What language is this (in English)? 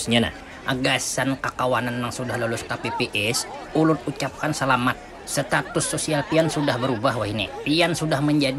Banjar